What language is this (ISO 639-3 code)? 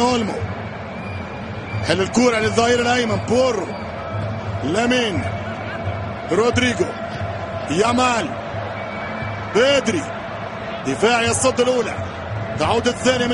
ara